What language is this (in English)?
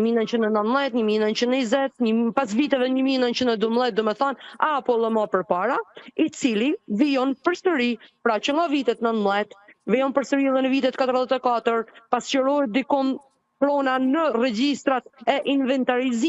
Albanian